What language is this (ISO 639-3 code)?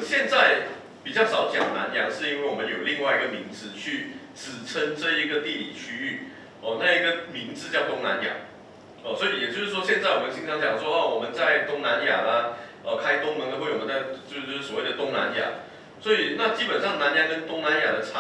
zho